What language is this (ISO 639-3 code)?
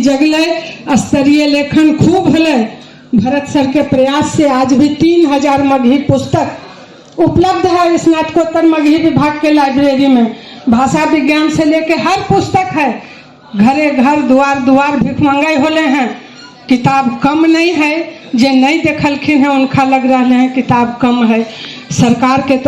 mag